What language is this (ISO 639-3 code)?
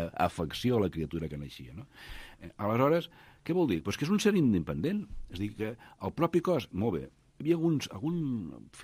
cat